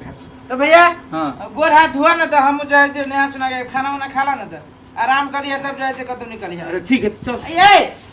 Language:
Maithili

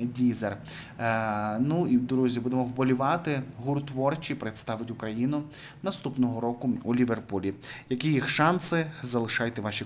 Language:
Ukrainian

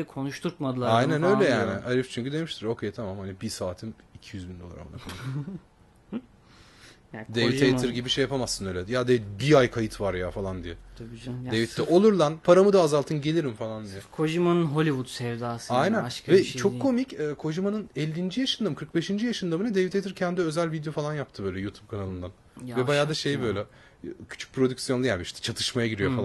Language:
Turkish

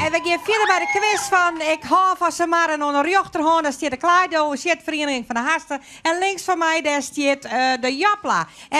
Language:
Western Frisian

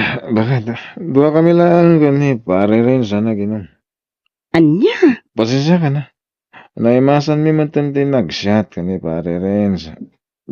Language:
Iloko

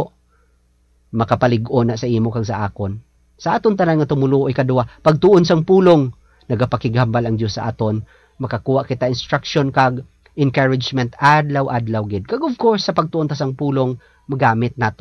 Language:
Hiligaynon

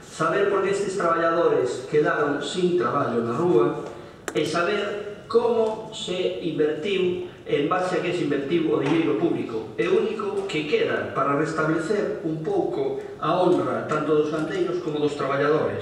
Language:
Galician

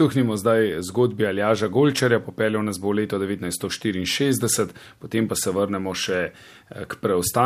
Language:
Slovenian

